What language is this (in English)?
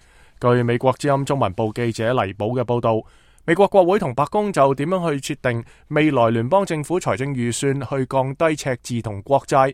Cantonese